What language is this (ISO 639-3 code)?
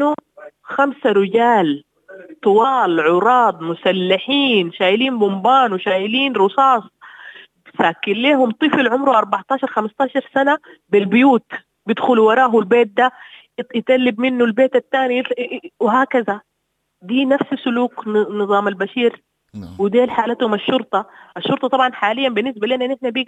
apd